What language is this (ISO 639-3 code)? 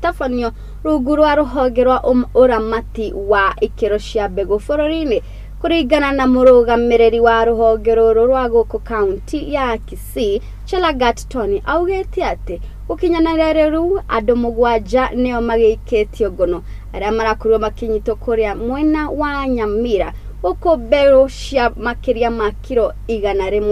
kik